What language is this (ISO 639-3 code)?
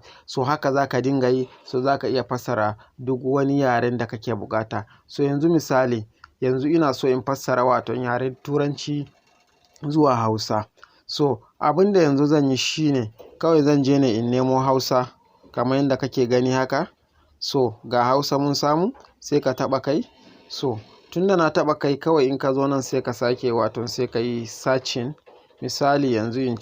hau